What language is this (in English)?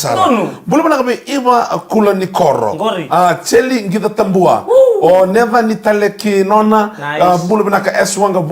Fijian